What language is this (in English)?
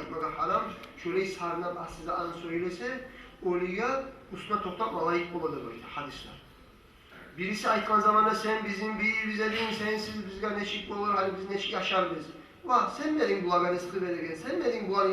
Kumyk